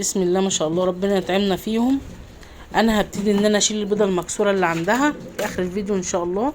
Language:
Egyptian Arabic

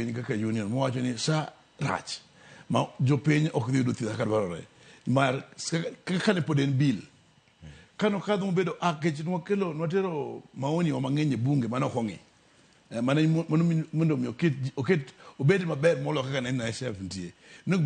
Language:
Luo (Kenya and Tanzania)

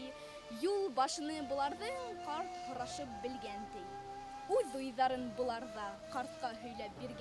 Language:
Bashkir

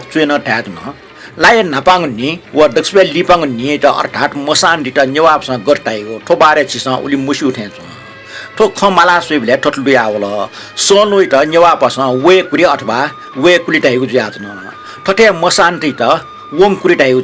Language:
Newari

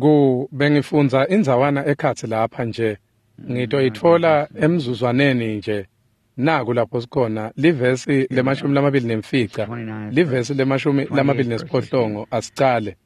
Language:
Swati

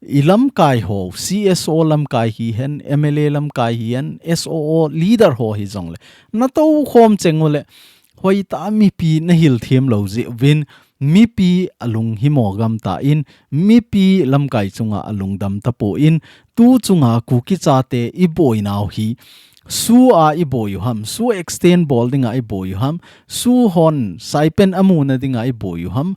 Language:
Thado Chin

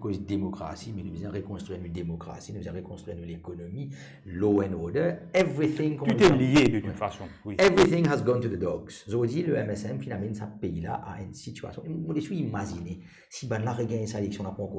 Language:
Morisyen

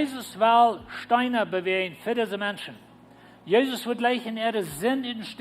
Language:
Plautdietsch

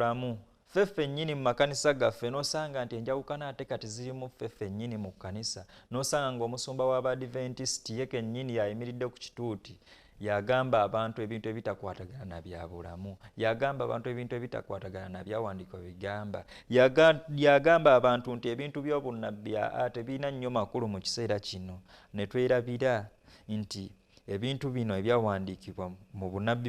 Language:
Ganda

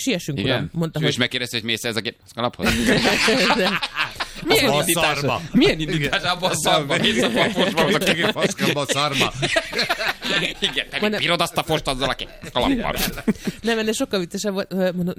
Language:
Hungarian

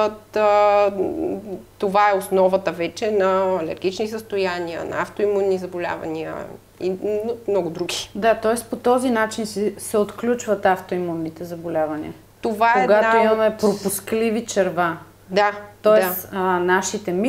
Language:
Bulgarian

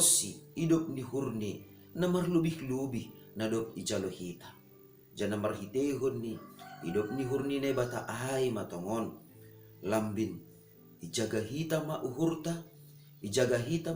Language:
Batak Simalungun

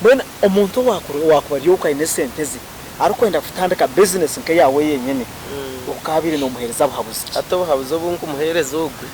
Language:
Nyankole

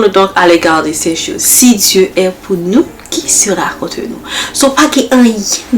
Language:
Haitian Creole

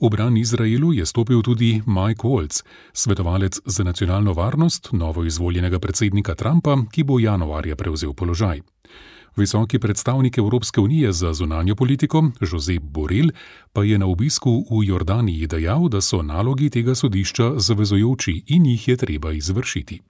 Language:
Slovenian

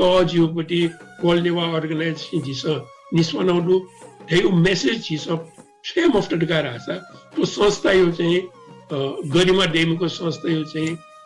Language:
Newari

